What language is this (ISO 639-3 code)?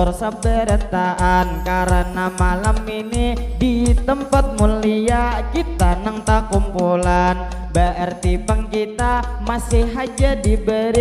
bjn